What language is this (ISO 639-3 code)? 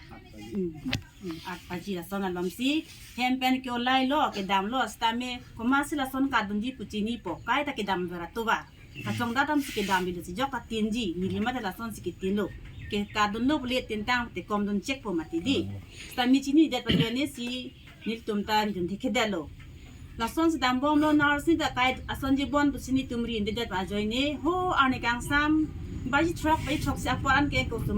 mjw